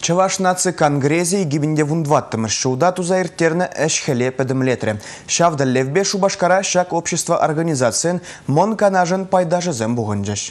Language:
Chuvash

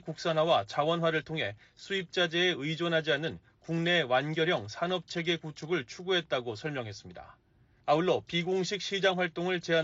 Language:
Korean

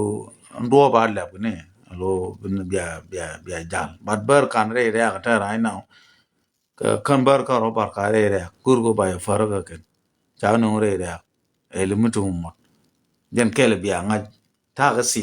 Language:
Nuer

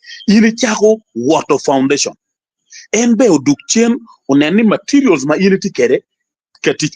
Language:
Acoli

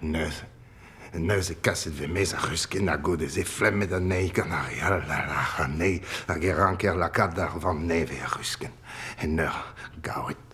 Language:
Breton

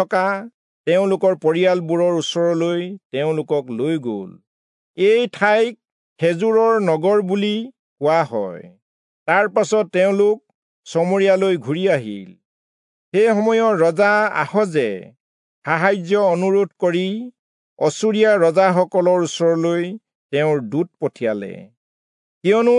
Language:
Assamese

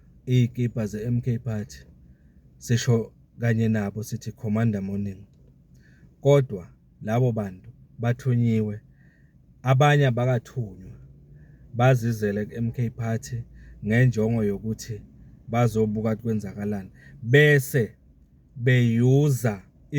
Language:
Zulu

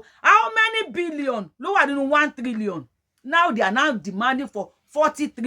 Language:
Yoruba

